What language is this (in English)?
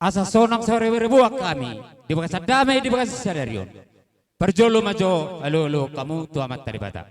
Batak Toba